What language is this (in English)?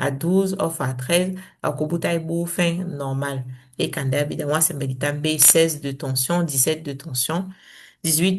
Saramaccan